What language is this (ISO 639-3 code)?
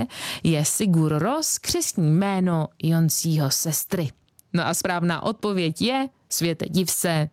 ces